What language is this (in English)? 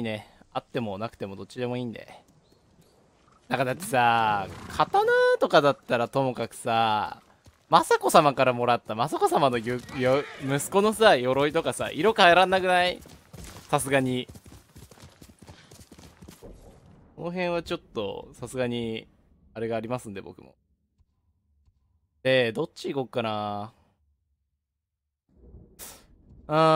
Japanese